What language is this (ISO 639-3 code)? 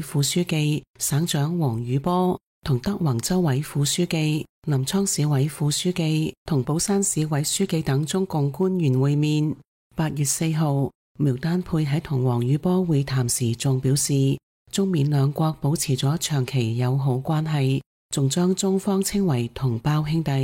yue